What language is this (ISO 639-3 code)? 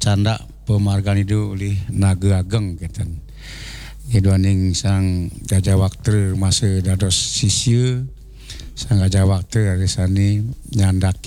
ban